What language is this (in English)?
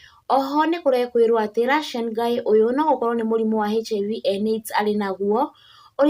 Kikuyu